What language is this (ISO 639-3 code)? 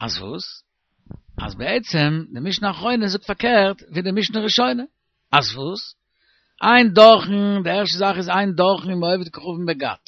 yid